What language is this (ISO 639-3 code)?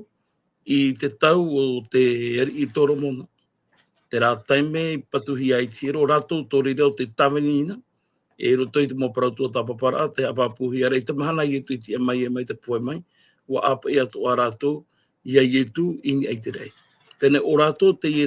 tah